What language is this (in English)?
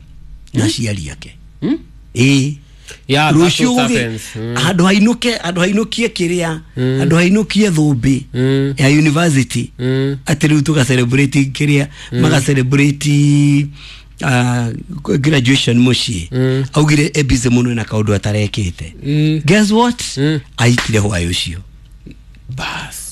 Kikuyu